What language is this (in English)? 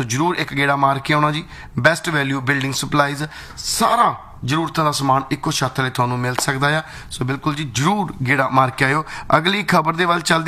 Punjabi